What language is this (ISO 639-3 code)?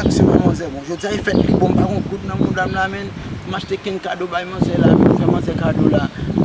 hat